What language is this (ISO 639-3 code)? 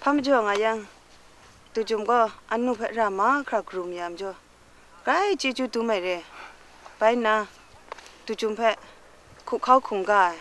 kac